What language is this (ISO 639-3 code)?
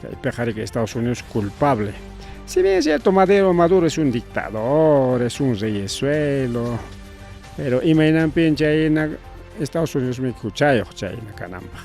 quy